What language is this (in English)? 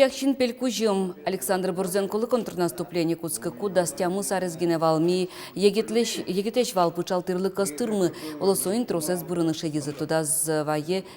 Udmurt